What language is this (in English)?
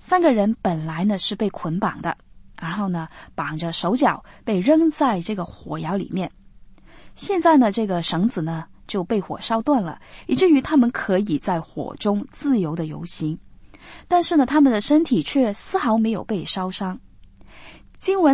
Chinese